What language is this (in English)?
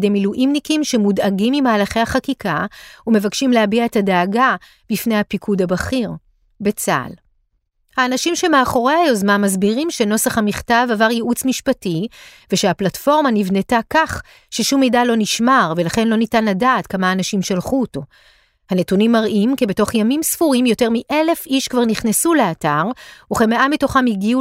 Hebrew